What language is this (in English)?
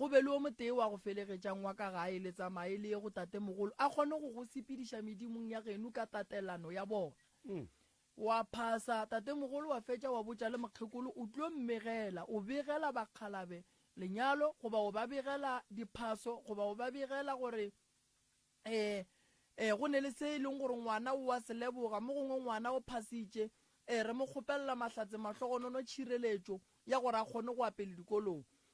Northern Sotho